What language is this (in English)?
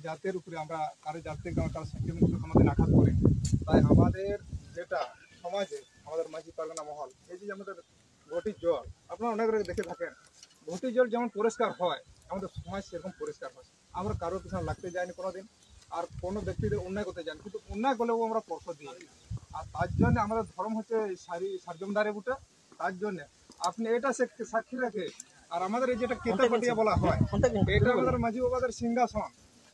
Santali